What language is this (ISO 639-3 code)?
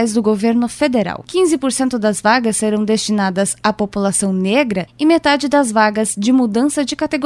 por